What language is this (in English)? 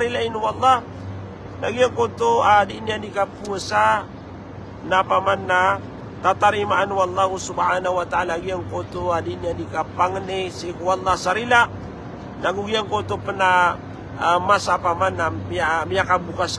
Maranao